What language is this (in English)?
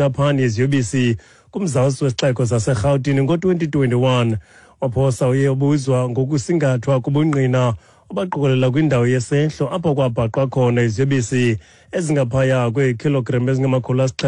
Xhosa